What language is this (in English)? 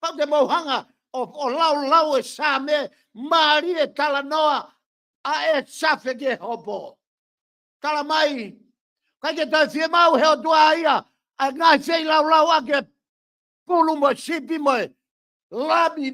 Tongan